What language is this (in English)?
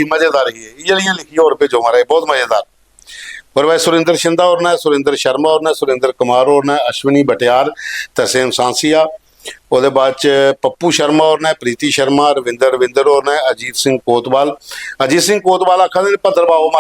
Dogri